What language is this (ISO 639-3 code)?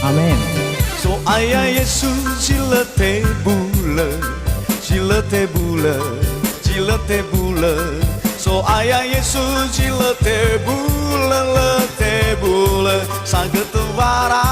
nia